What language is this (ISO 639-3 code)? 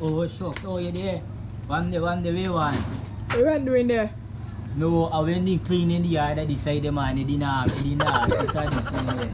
jam